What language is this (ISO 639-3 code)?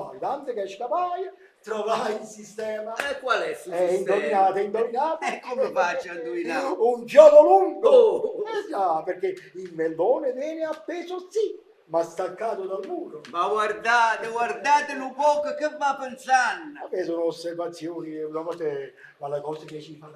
nap